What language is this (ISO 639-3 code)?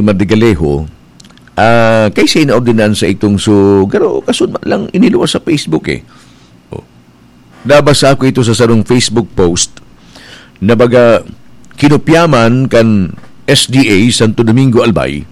bik